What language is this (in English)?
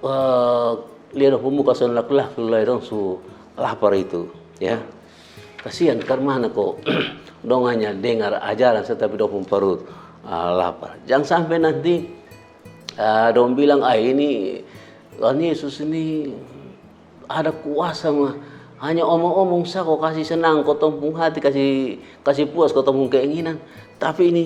Kupang Malay